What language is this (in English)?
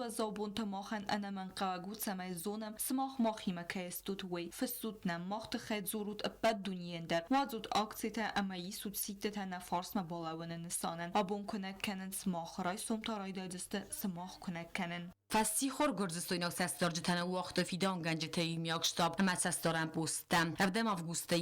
Ossetic